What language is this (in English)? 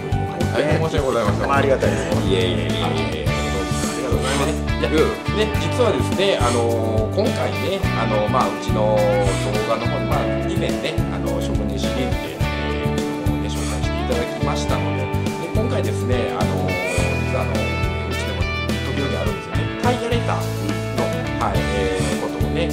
Japanese